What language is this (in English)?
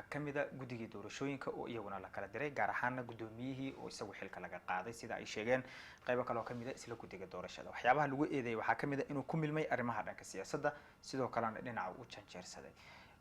Somali